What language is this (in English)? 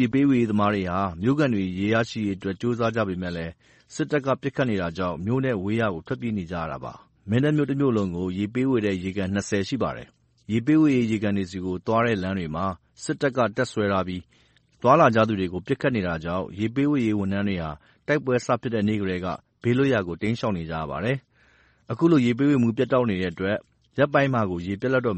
Burmese